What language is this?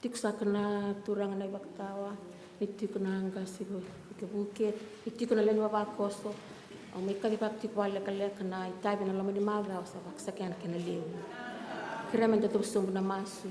Fijian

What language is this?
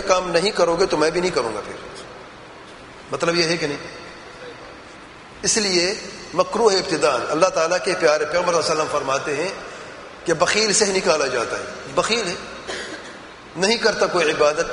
Urdu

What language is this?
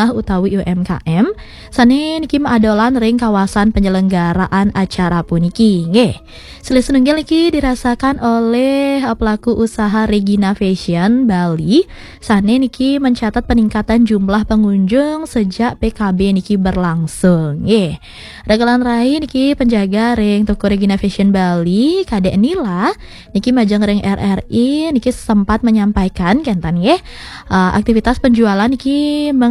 Balinese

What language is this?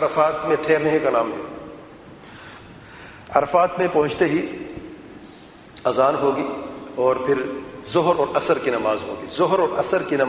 Urdu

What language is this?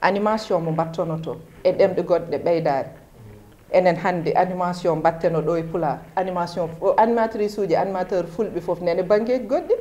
Fula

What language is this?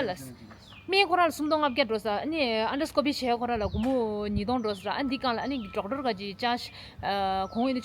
Tibetan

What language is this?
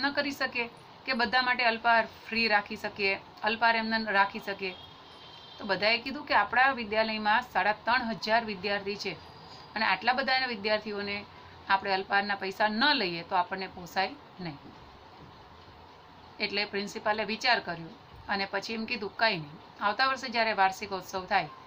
Gujarati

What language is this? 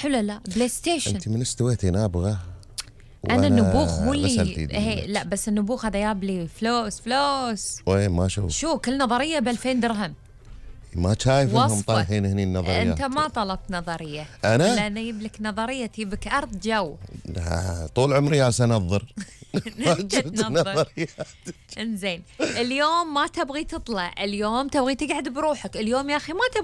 Gulf Arabic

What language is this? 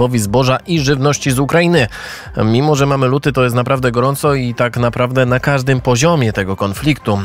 Polish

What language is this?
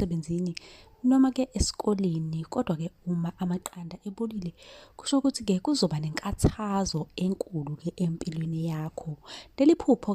Zulu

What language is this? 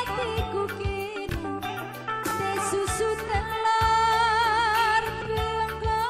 Batak Karo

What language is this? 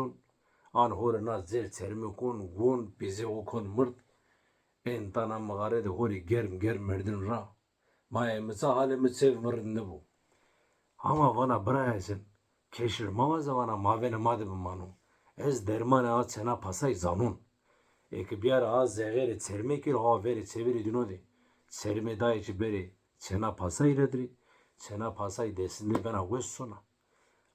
Zaza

